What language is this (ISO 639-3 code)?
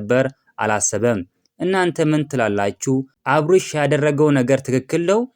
amh